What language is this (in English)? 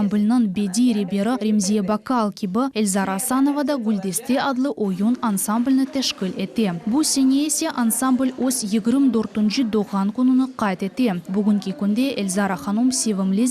Crimean Tatar